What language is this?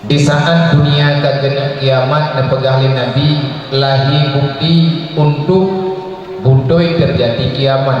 Achinese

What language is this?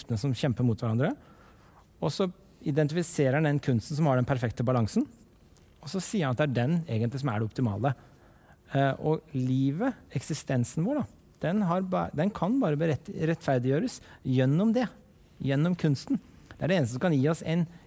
Norwegian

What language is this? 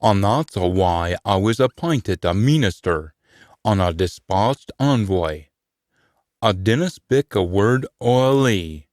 Scots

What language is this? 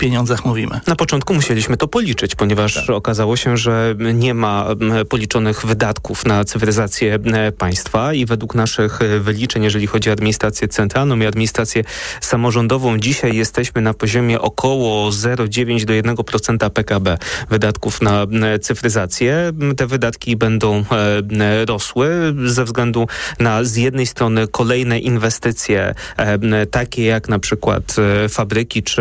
Polish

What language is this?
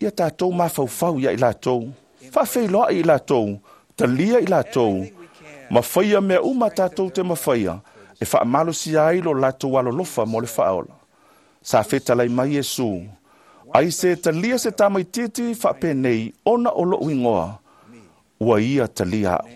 Samoan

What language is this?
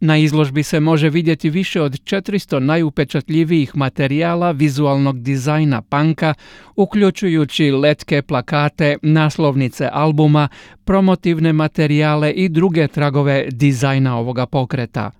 Croatian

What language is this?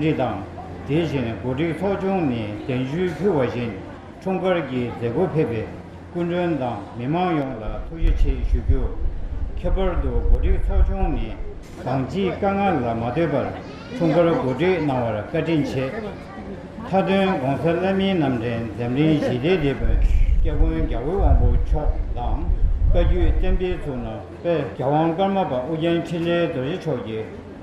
Tibetan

